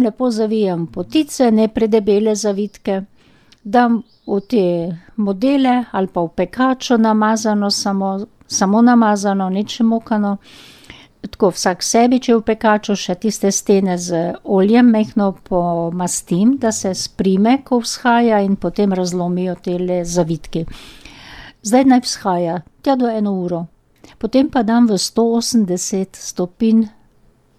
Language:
Slovenian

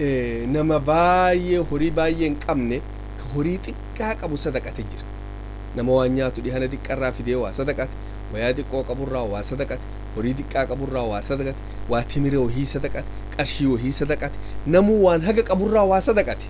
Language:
Oromo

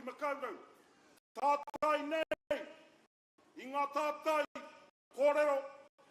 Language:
Māori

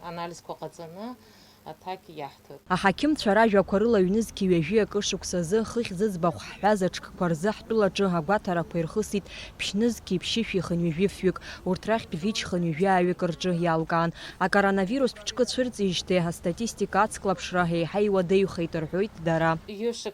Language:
Abkhazian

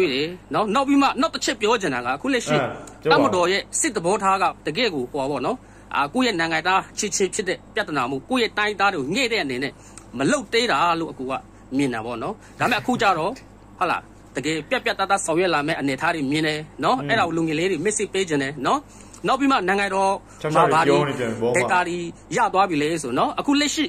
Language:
Burmese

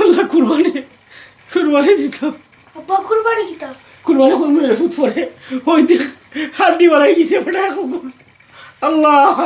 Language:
Sylheti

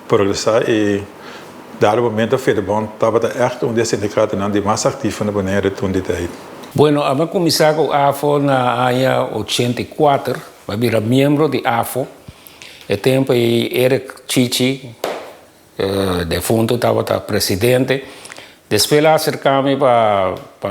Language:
Papiamento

